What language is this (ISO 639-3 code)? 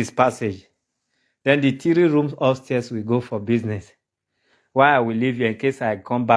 pcm